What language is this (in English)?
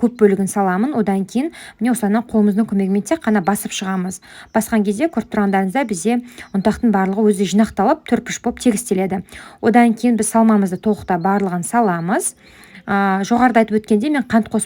Kazakh